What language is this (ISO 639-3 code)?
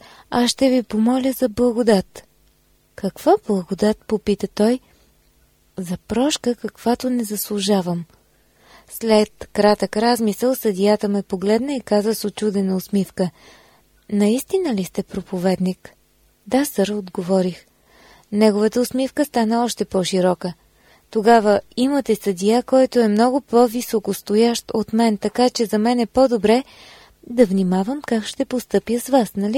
bul